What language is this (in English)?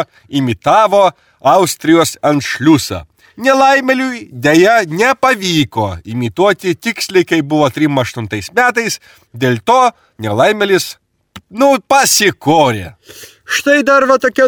Lithuanian